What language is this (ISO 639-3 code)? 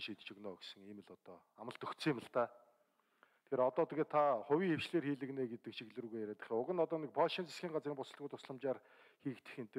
mon